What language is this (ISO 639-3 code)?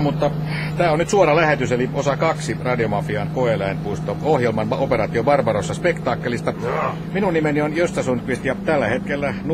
fin